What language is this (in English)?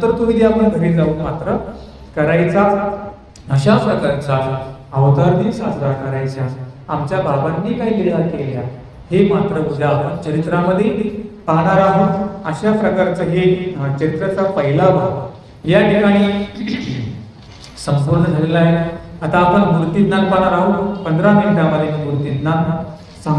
Marathi